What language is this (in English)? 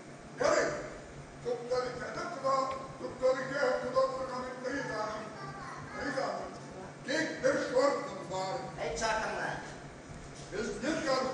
Tatar